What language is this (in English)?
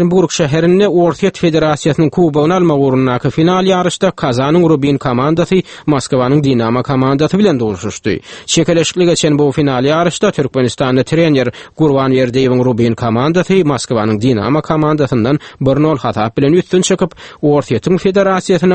Turkmen